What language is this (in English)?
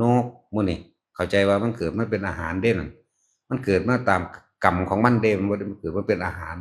Northeastern Thai